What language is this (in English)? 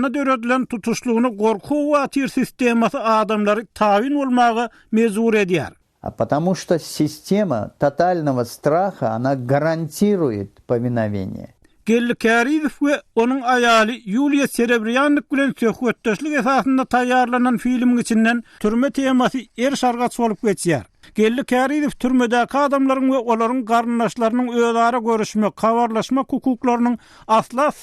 Turkmen